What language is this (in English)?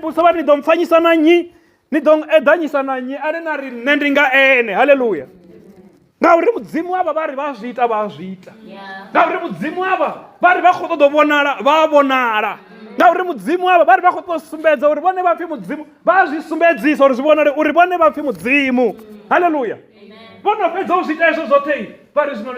Venda